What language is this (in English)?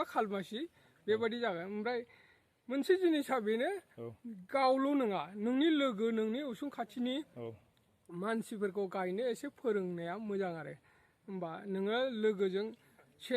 Bodo